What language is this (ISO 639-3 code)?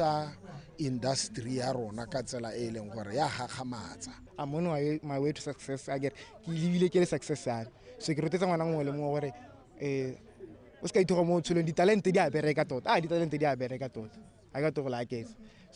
tsn